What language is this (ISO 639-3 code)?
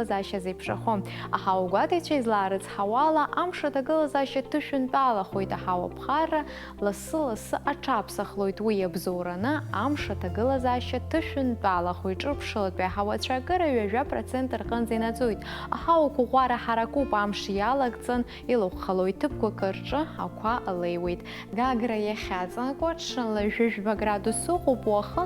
abk